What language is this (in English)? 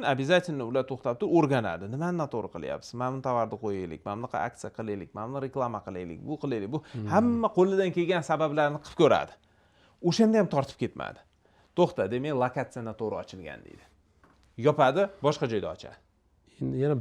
Uzbek